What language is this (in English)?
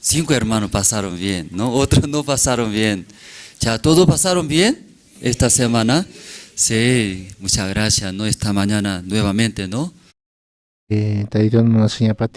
Aymara